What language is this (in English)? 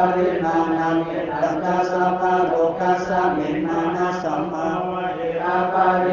Pali